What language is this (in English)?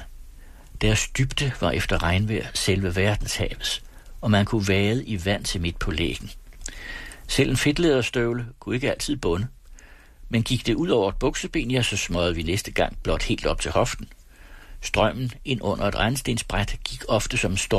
Danish